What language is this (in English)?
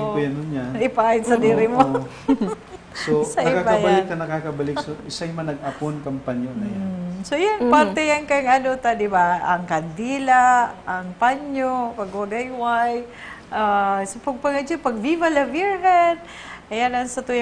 Bikol